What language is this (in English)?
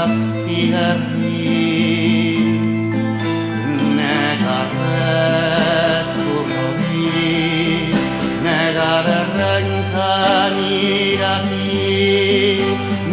Basque